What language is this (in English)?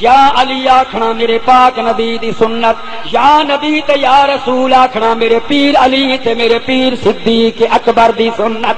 Saraiki